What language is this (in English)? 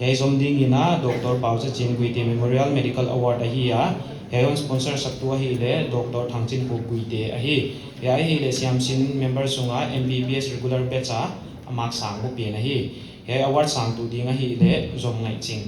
Paite Chin